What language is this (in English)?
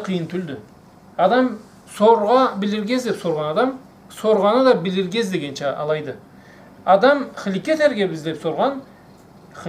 Karachay-Balkar